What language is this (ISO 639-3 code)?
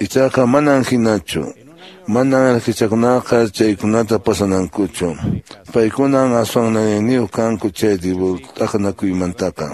que